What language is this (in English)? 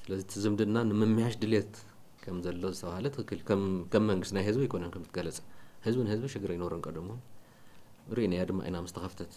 Tigrinya